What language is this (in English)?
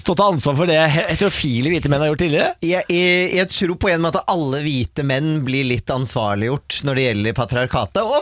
Norwegian